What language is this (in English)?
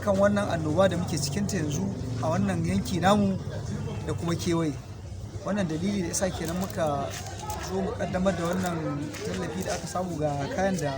Hausa